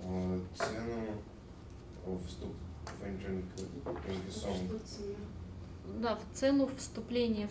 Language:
Russian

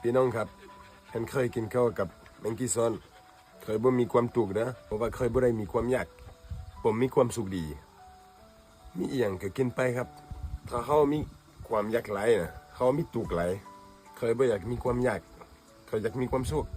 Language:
Lao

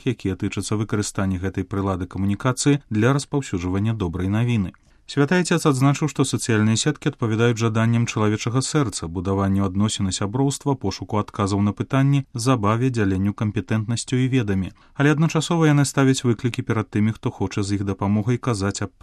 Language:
Belarusian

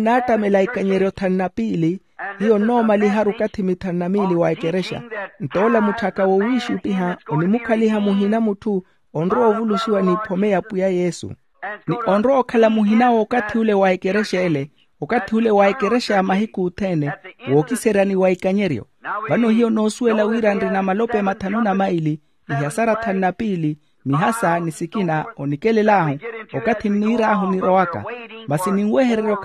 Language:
Makhuwa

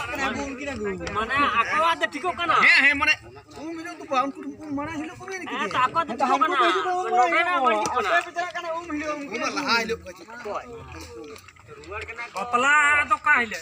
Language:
Santali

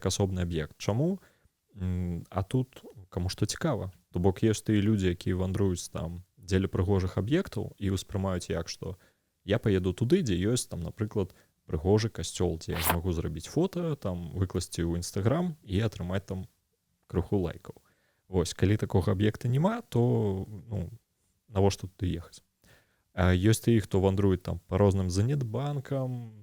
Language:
Belarusian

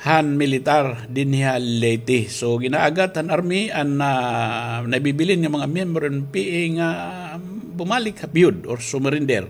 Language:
Waray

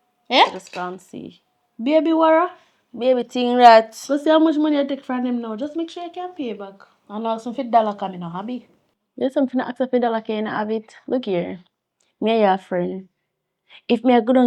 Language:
Jamaican Creole English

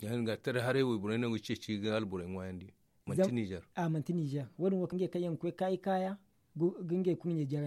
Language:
Zarma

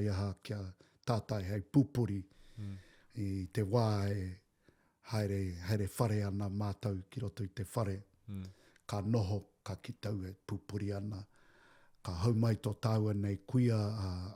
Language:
Māori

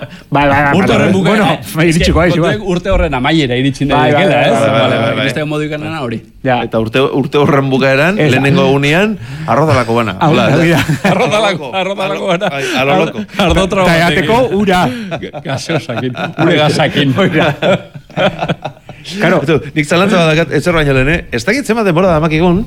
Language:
Basque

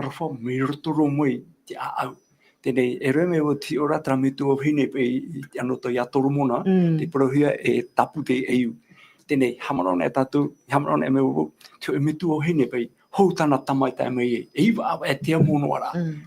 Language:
Tahitian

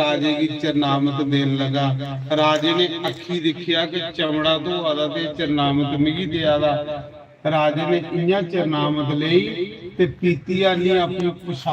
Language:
Dogri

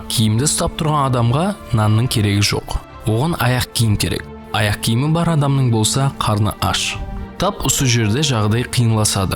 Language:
Kara-Kalpak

